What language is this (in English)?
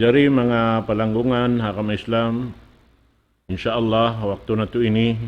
Tausug